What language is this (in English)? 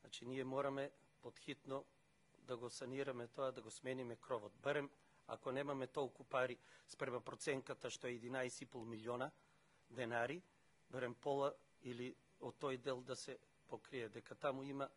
Macedonian